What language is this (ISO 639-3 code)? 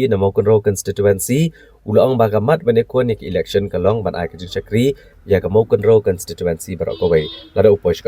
kha